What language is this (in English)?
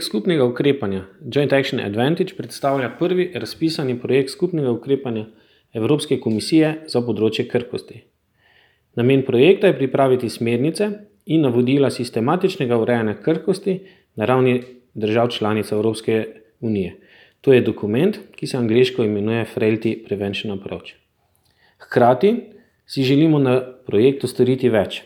Slovenian